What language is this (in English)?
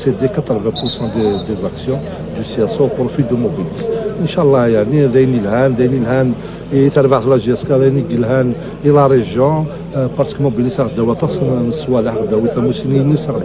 Kabyle